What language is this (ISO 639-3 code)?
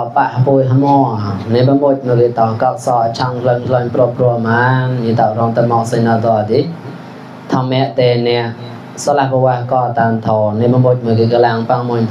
mnw